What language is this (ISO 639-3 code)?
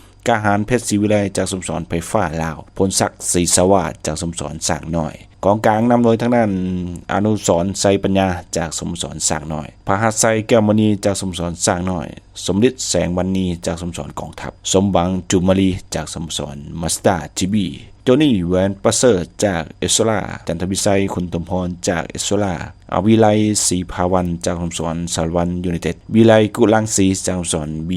lao